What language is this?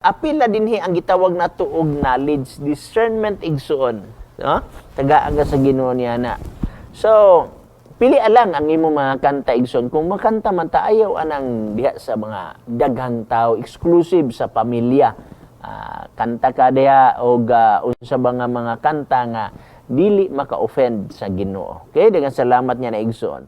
Cebuano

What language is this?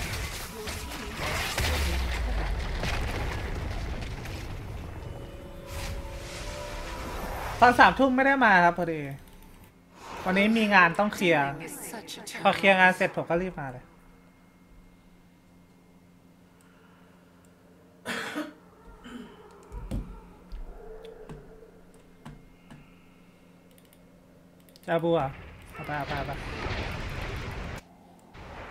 Thai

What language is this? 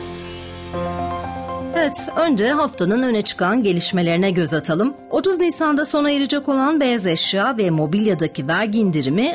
Turkish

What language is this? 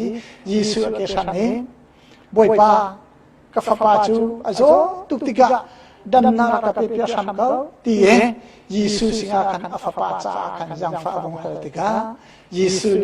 Hakha Chin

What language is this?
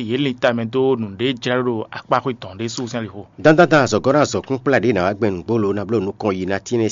Fon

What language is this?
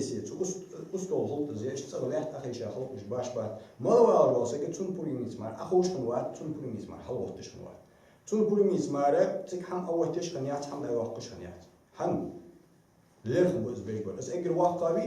Ingush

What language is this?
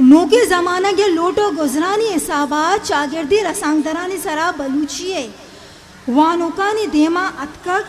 Eastern Balochi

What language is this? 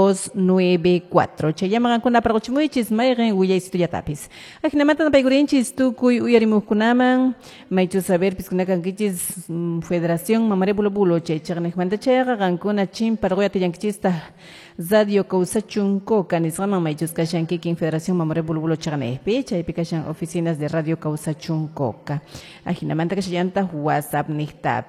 Quechua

